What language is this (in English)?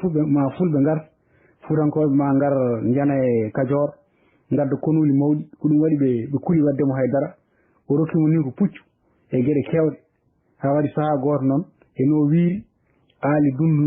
Fula